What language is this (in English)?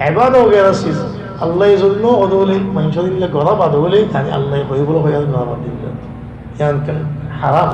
Rohingya